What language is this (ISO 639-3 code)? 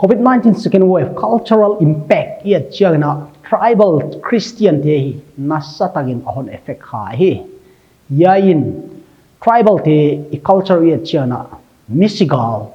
pck